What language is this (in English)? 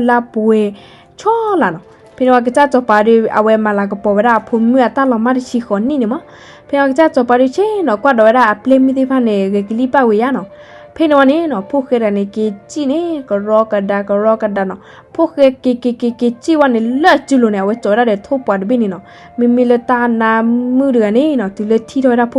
S'gaw Karen